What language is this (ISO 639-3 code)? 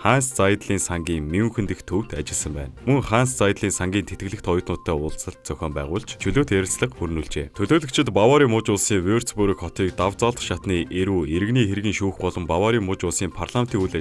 mon